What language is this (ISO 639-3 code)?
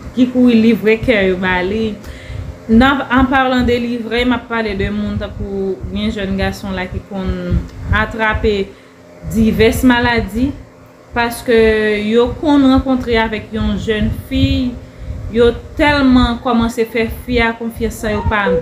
hat